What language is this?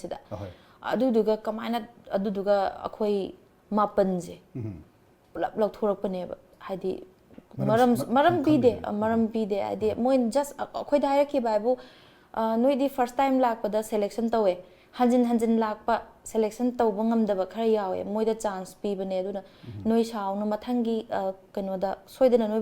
Manipuri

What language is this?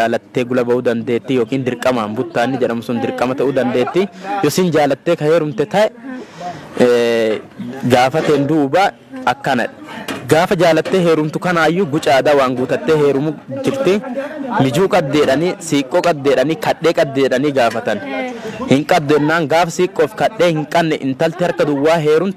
Oromo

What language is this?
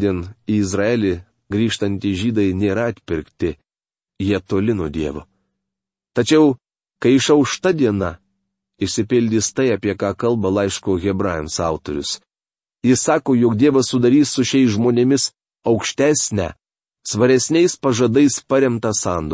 Lithuanian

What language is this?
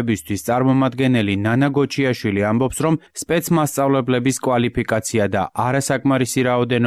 Georgian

